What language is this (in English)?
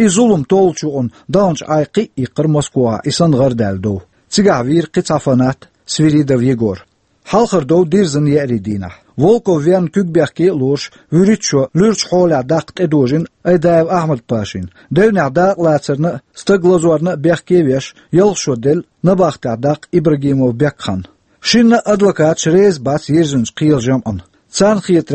Chechen